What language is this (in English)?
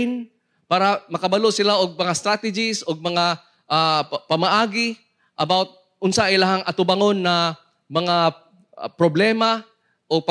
Cebuano